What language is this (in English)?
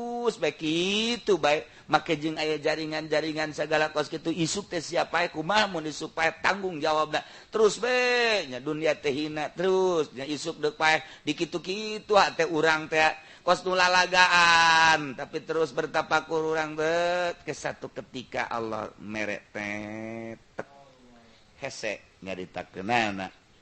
Sundanese